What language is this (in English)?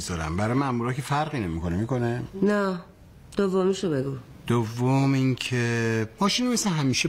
Persian